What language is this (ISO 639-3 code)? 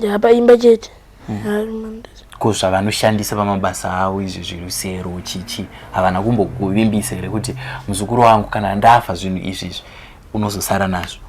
sna